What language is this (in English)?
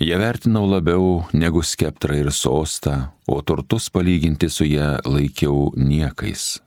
Lithuanian